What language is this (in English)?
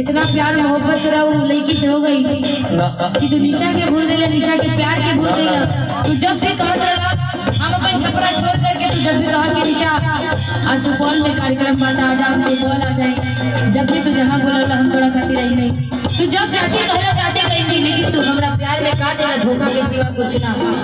Bhojpuri